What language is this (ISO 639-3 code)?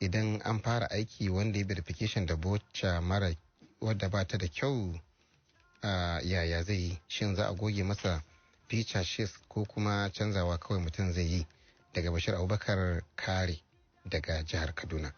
hau